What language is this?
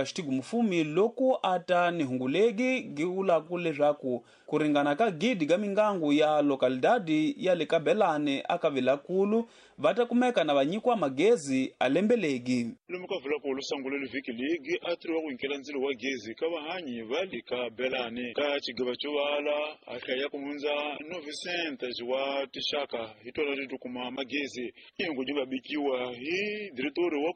Tsonga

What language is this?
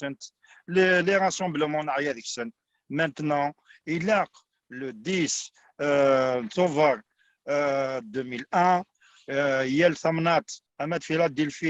Kabyle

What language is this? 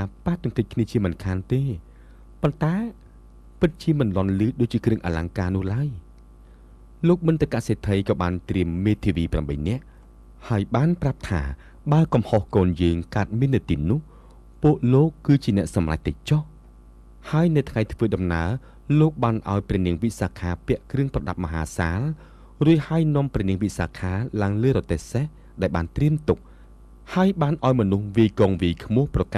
Khmer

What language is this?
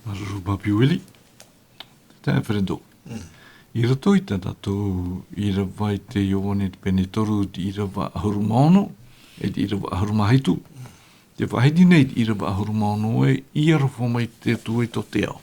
Tahitian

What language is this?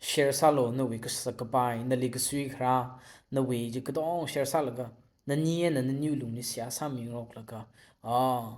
Tangkhul Naga (India)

